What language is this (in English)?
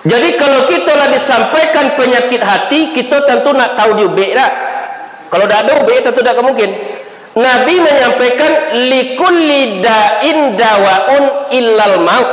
Minangkabau